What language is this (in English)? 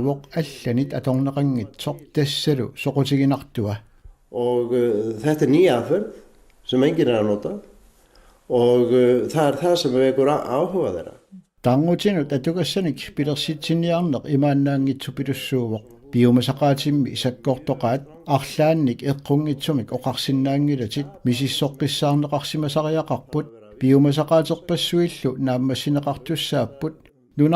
Kalaallisut